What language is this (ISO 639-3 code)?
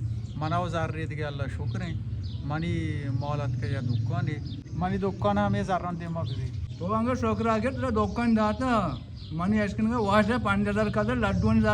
bal